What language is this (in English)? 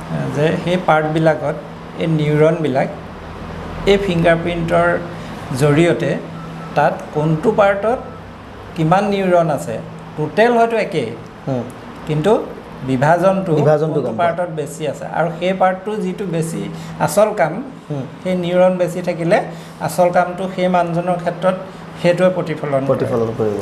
Assamese